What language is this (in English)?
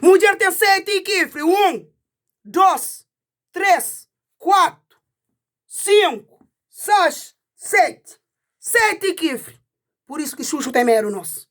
Kabuverdianu